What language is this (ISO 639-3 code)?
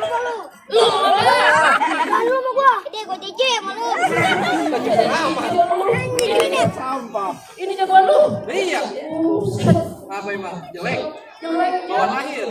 bew